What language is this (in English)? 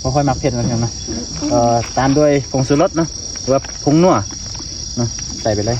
Lao